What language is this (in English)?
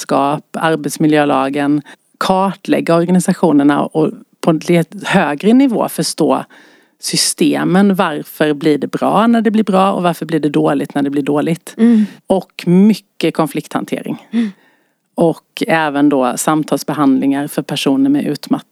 Swedish